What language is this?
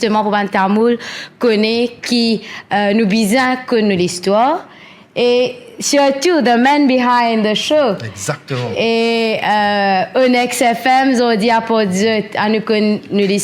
Morisyen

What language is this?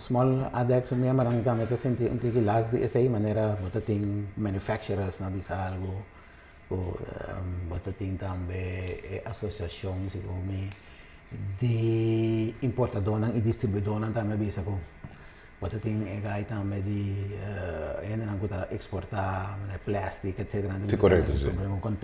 Papiamento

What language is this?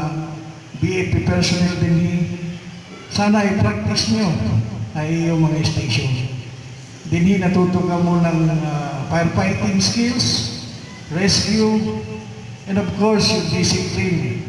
Waray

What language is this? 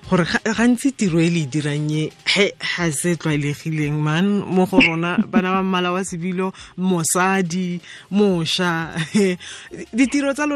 Tswana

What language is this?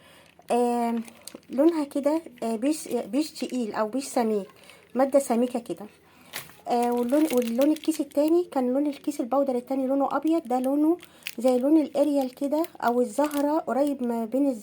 Egyptian Arabic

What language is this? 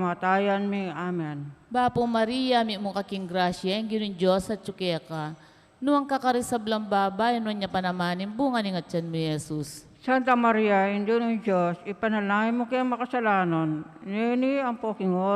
Pampanga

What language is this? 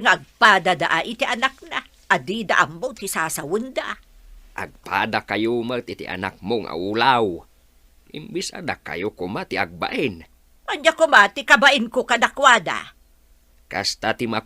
Iloko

